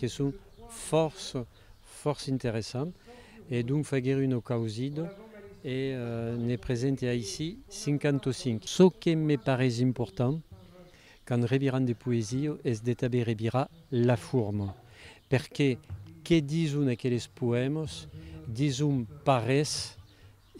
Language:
Occitan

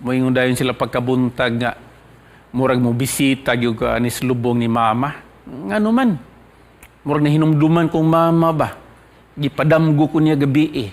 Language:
Cebuano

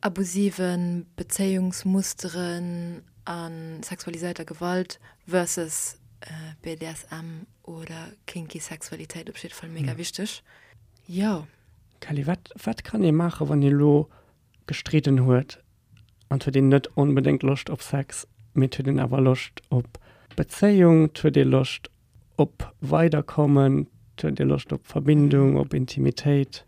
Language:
Luxembourgish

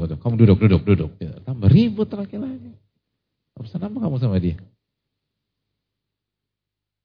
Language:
Indonesian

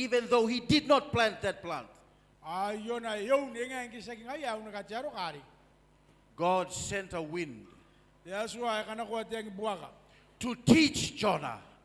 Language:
Gilbertese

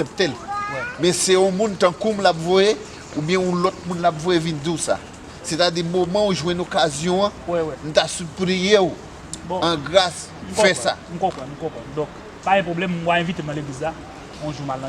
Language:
Haitian Creole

